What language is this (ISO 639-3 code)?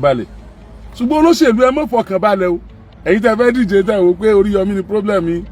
yor